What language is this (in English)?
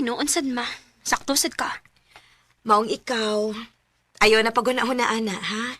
Cebuano